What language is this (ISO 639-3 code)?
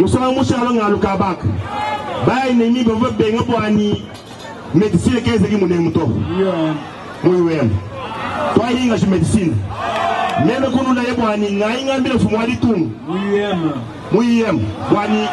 lua